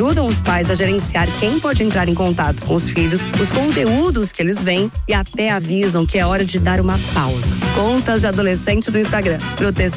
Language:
Portuguese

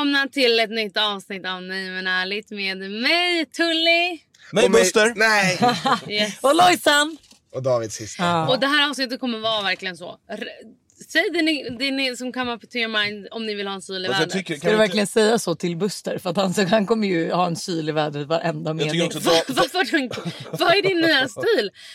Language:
Swedish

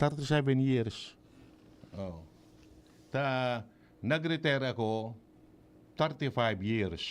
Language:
Bikol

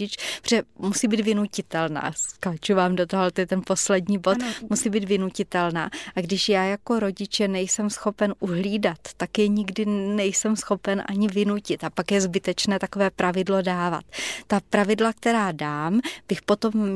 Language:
Czech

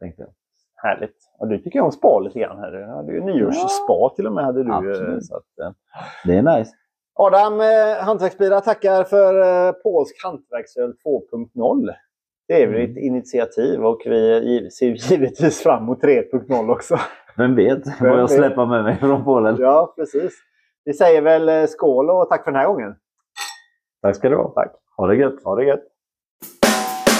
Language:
Swedish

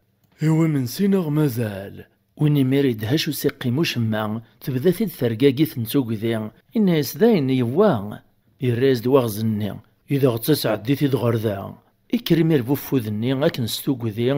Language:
Kabyle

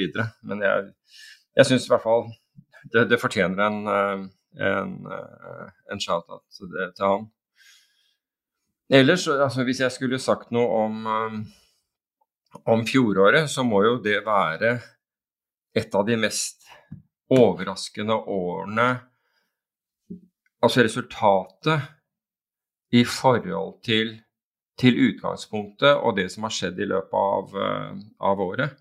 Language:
Norwegian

